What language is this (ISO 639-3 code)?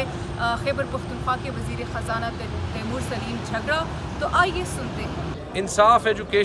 urd